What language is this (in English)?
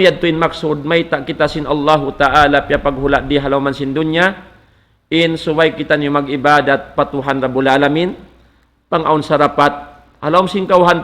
Tausug